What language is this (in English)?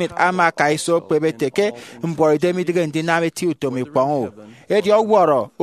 Efik